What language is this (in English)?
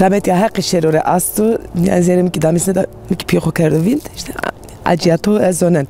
Zaza